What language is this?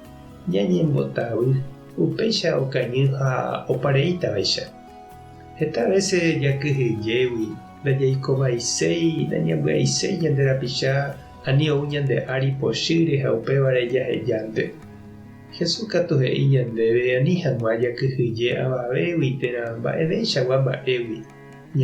Guarani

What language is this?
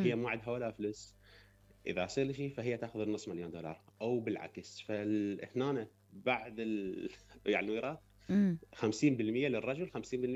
Mesopotamian Arabic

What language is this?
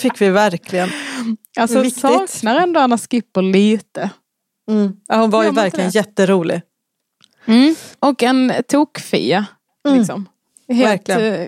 Swedish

